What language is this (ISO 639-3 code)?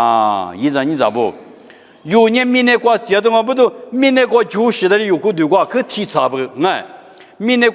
lis